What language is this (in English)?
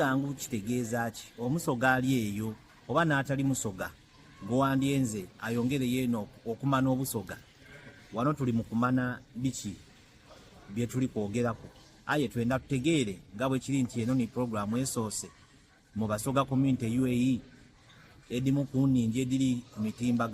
Soga